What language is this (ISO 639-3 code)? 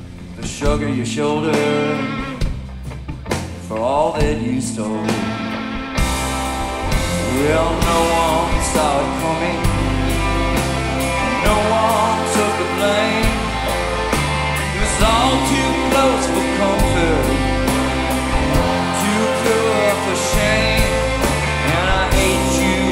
eng